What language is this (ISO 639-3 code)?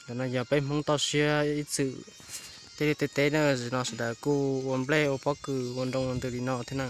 hmn